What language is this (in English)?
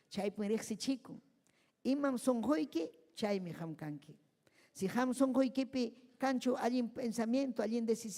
Ayacucho Quechua